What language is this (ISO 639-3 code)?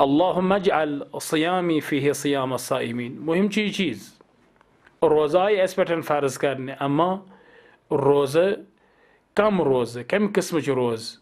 kas